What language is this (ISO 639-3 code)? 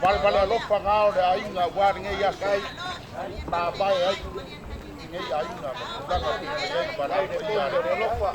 smo